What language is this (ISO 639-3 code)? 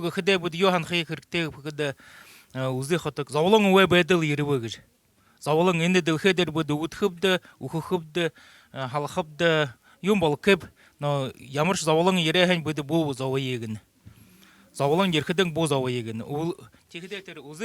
bua